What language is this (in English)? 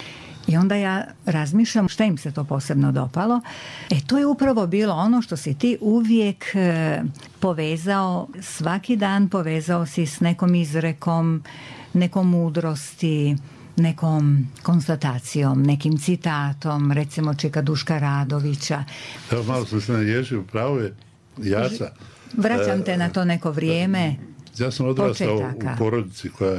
Bosnian